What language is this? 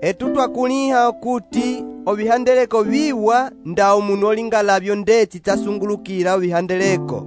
Umbundu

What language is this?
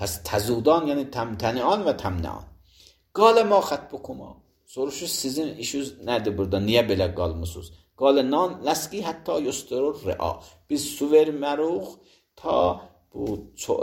Azerbaijani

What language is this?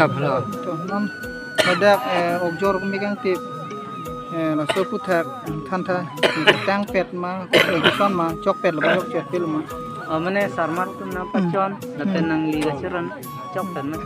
Karbi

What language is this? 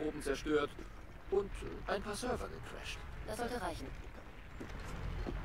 German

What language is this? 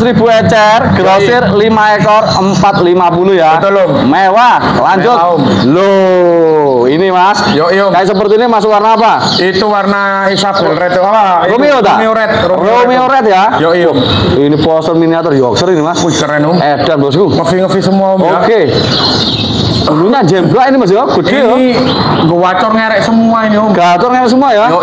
Indonesian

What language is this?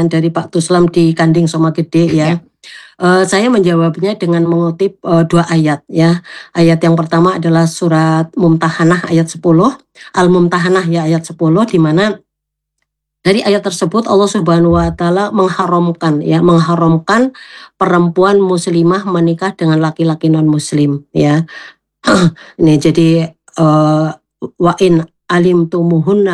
Indonesian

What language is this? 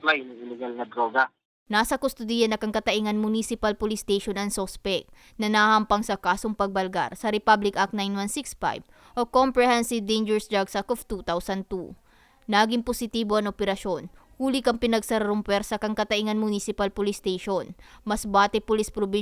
Bikol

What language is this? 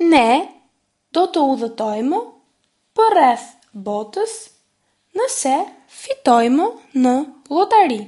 Albanian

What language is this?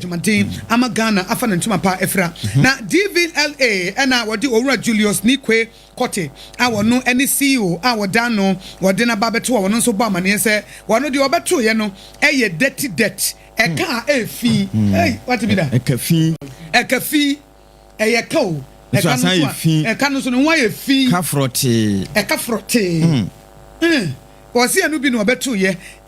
Akan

